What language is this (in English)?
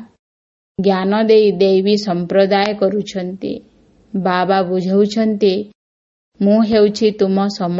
Odia